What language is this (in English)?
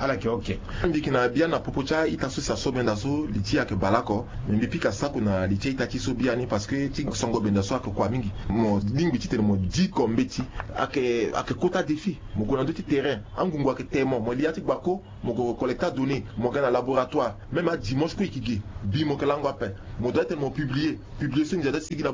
Sango